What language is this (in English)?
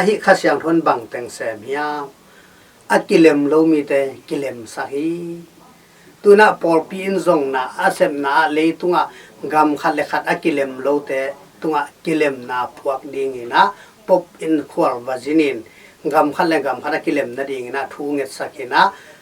Tedim Chin